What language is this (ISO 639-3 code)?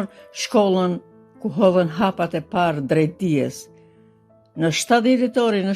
sqi